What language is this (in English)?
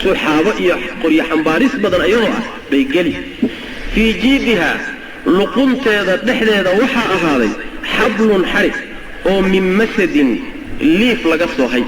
Somali